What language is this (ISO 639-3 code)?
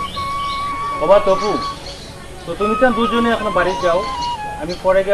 syl